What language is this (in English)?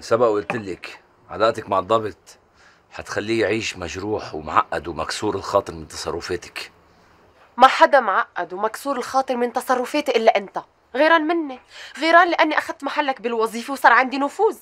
North Levantine Arabic